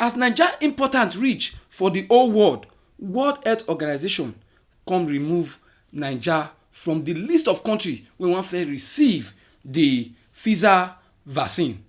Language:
Nigerian Pidgin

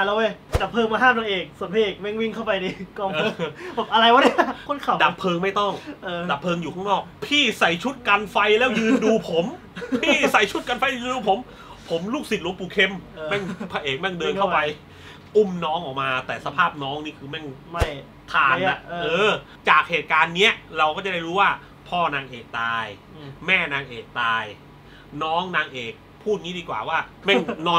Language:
Thai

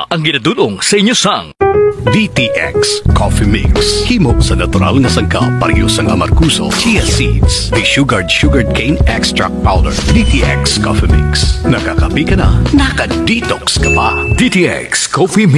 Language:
Hiligaynon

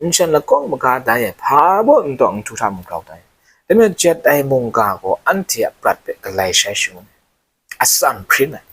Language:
Kachin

